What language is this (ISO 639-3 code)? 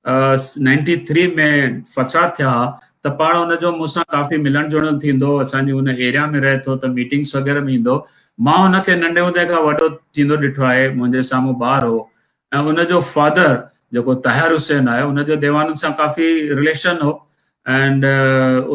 snd